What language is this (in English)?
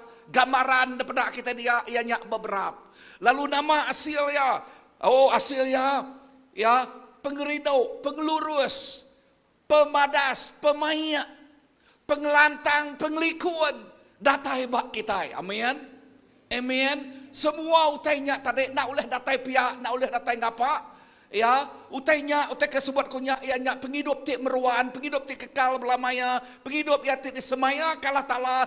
Iban